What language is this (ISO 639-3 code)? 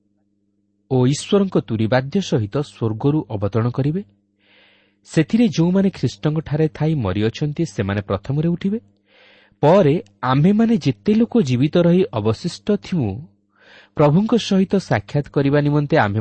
ori